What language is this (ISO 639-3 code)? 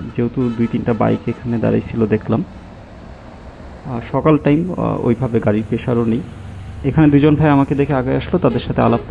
ben